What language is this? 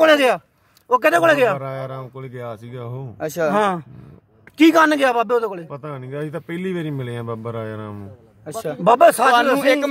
Punjabi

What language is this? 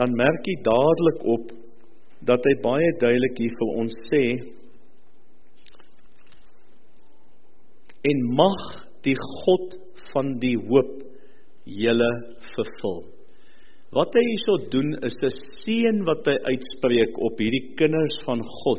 Afrikaans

